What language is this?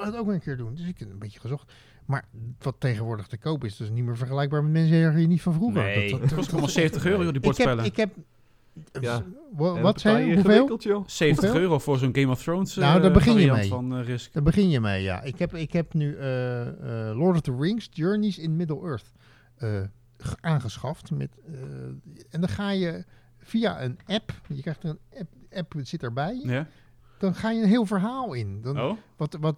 Dutch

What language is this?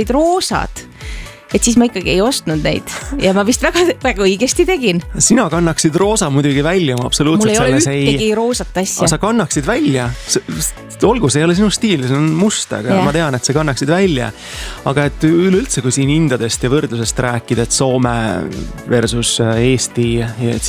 Estonian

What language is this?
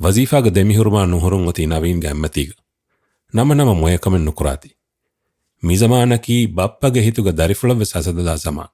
Divehi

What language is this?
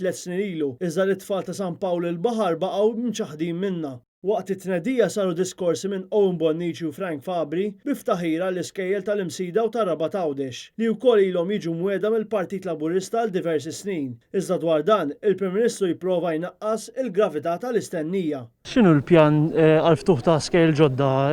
Maltese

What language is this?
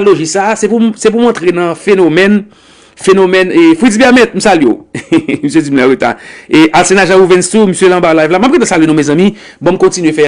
Haitian Creole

